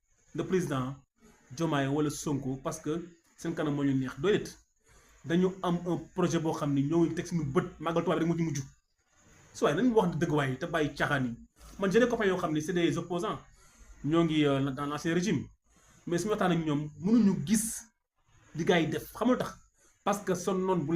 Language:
Wolof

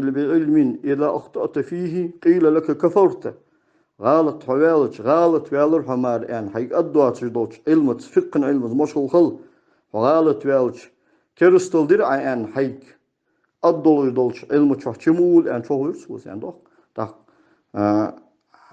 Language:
Ingush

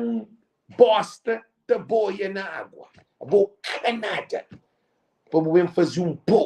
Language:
Kabuverdianu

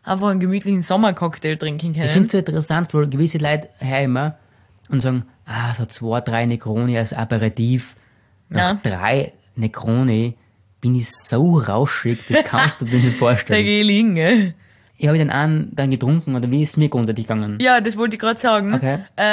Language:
German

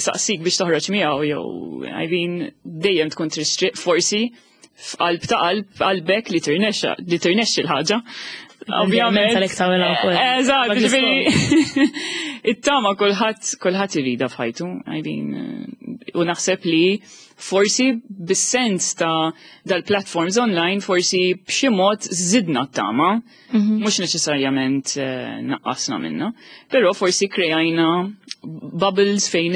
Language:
Maltese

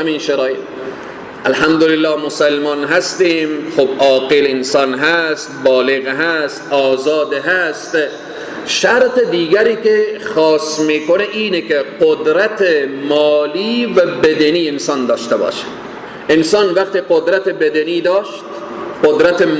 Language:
Persian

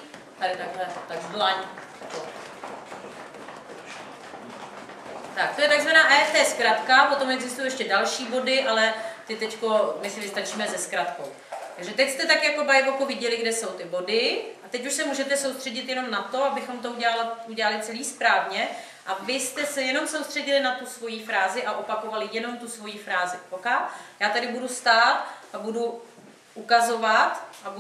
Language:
Czech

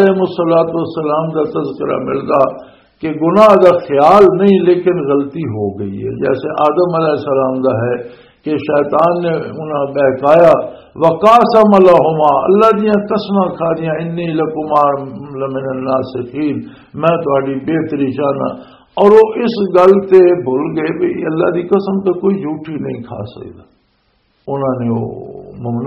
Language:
Western Panjabi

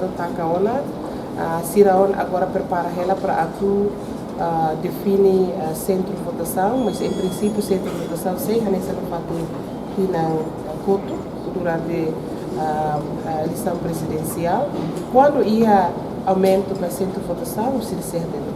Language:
Tetum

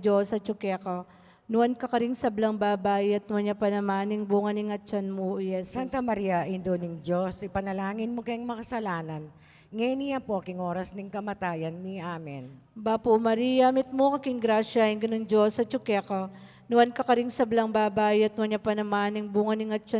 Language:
Pampanga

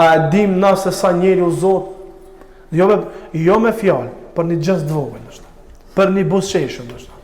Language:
Albanian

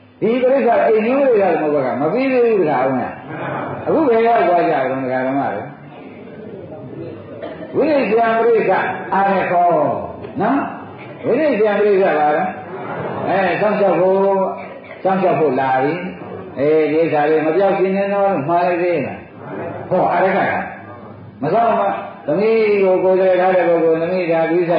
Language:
Burmese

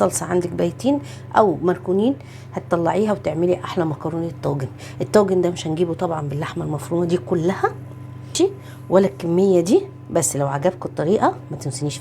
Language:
Egyptian Arabic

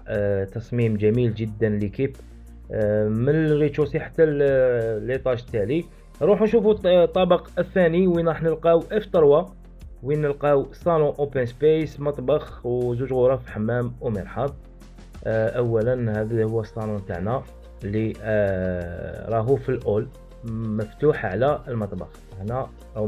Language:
Algerian Arabic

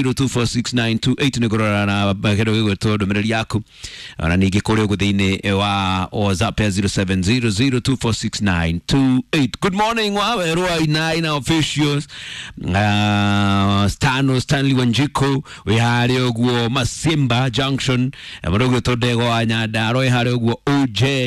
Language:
Kikuyu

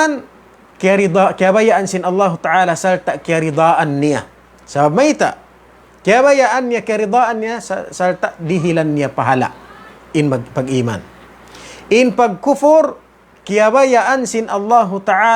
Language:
Tausug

